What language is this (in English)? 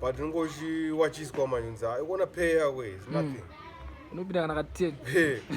Shona